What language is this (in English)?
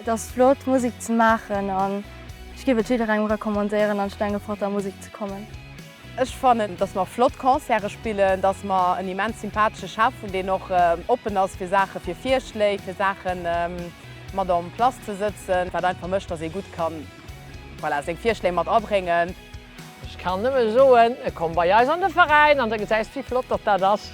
Luxembourgish